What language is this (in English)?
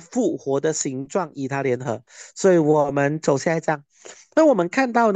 Chinese